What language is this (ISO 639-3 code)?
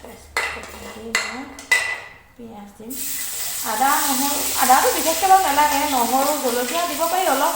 asm